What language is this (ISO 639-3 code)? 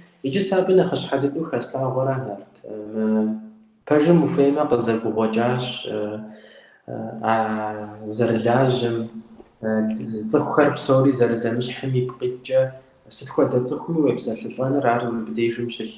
kbd